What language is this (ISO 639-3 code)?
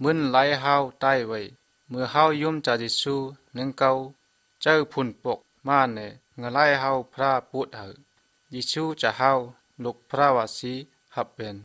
shn